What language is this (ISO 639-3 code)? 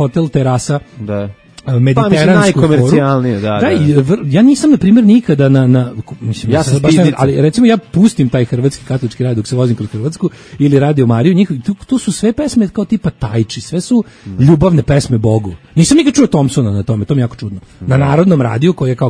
srp